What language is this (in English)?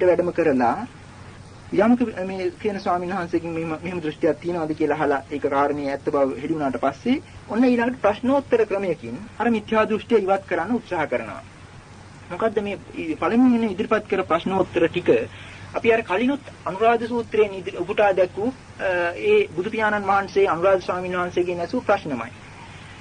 Sinhala